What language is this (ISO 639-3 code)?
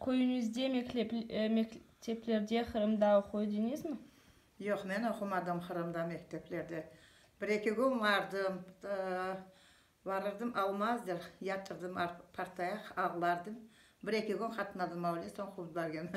crh